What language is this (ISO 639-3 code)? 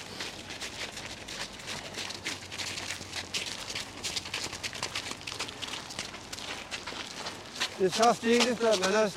nor